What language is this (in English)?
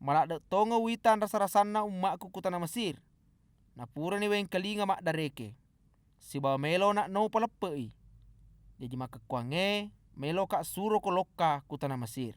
Buginese